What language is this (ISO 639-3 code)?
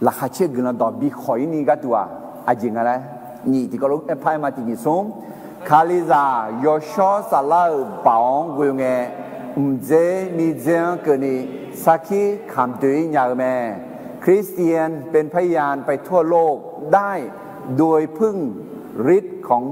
ahk